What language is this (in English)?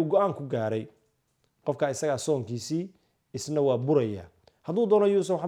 Somali